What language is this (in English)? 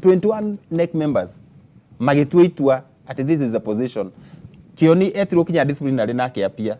Kikuyu